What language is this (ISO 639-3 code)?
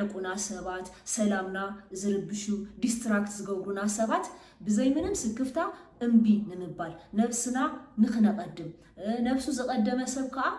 tir